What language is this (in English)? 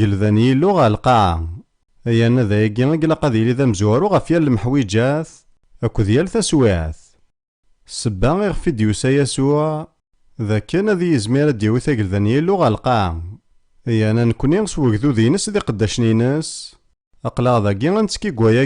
Kabyle